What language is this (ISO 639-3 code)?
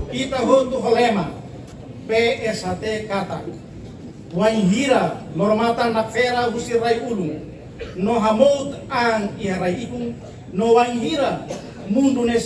tet